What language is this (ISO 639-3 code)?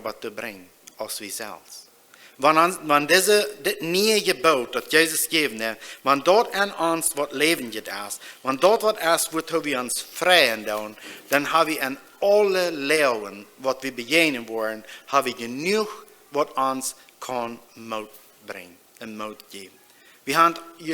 pdt